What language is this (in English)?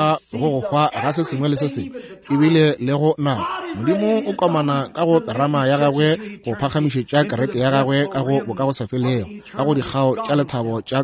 Northern Sotho